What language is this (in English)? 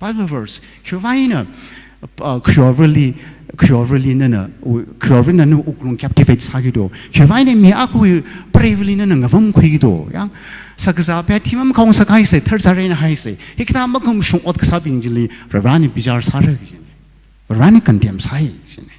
Tangkhul Naga (India)